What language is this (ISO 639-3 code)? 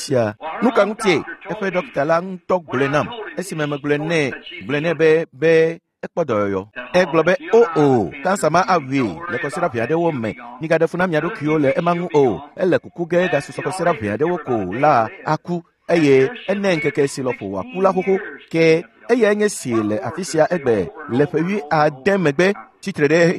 ewe